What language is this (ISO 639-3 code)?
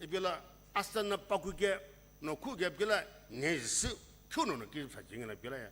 nsm